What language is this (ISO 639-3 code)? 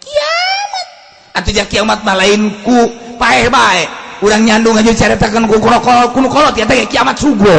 sun